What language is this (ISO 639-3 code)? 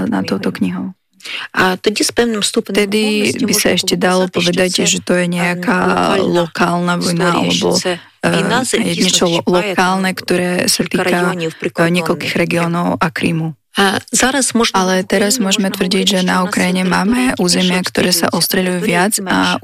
slk